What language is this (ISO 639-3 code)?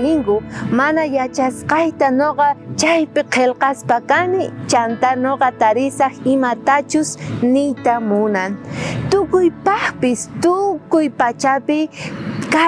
quh